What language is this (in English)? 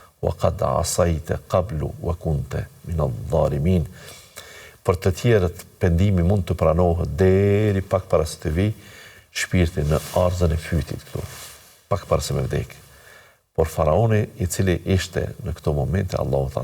Albanian